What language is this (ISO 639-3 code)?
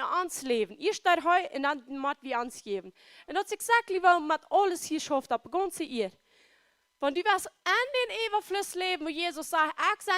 pdt